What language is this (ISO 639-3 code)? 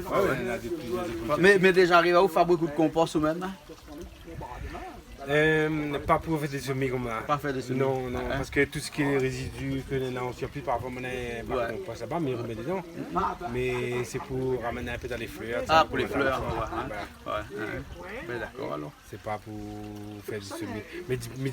rcf